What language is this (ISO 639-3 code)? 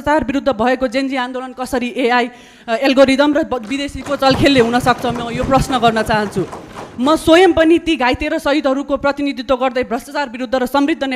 nep